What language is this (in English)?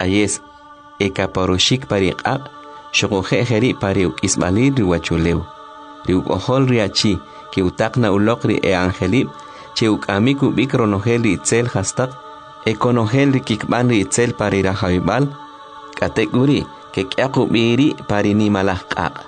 Kʼicheʼ